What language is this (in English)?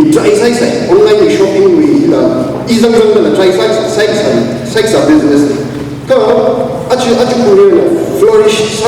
Tangkhul Naga (India)